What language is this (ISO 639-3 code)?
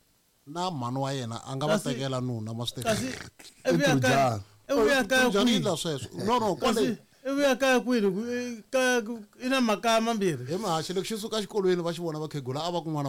tso